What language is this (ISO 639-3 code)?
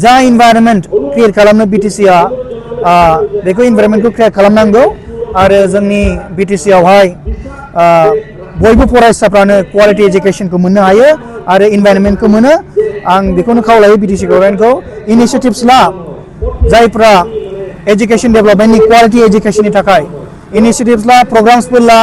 brx